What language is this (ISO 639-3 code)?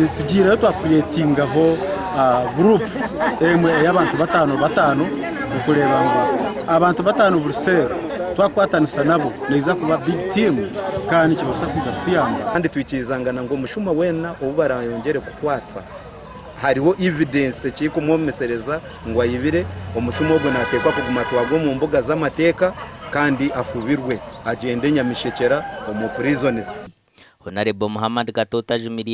nyn